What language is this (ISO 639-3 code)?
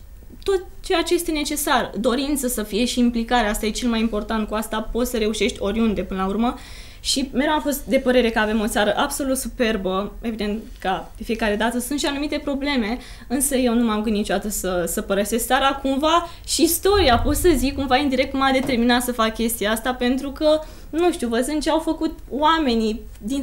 ron